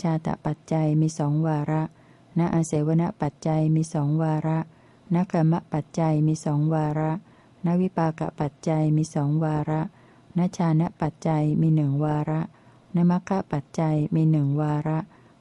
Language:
Thai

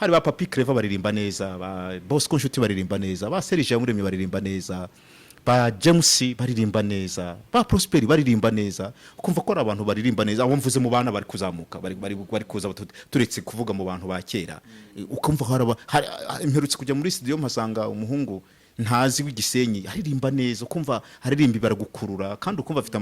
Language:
Kinyarwanda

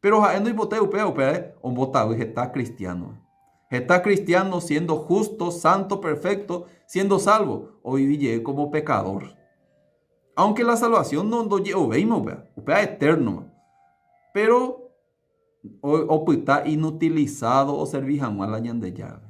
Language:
Guarani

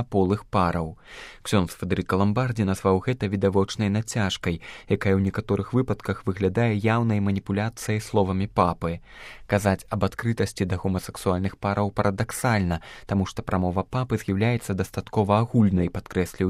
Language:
Belarusian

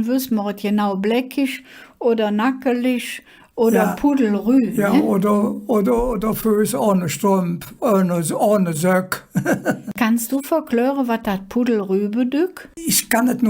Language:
Colognian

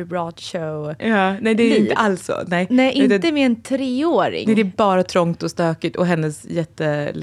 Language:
Swedish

